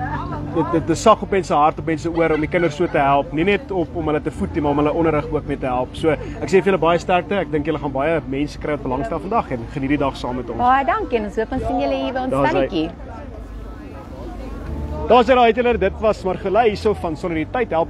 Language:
Afrikaans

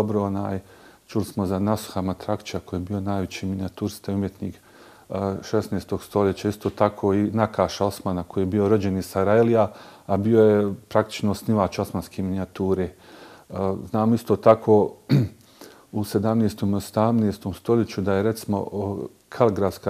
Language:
Bosnian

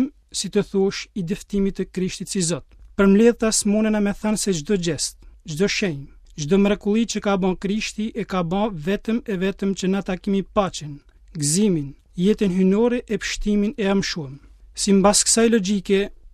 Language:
Albanian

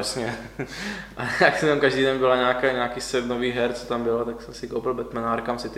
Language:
Czech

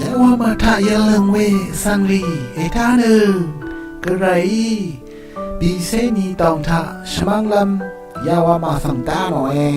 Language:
Rawang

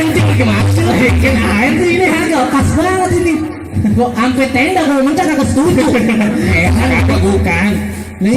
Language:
Betawi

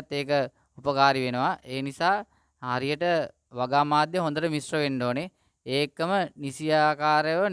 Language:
Sinhala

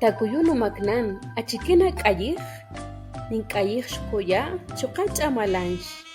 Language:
Kaqchikel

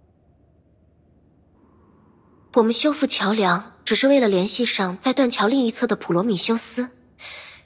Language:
Chinese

